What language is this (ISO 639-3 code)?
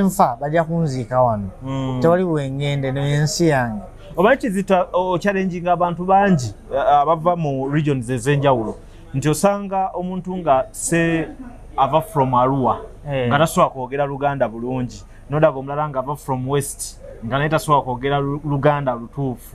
lug